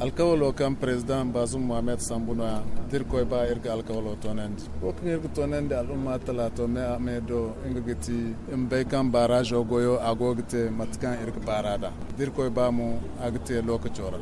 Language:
Zarma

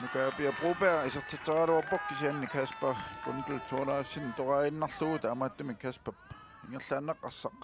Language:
Kalaallisut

